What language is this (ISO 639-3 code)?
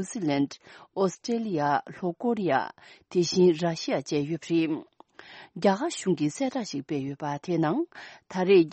bod